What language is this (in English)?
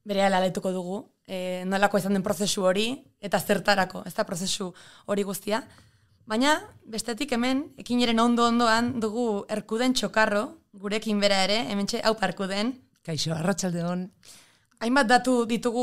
Basque